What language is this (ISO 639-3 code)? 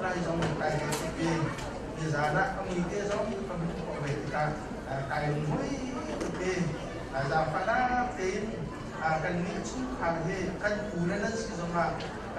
cnh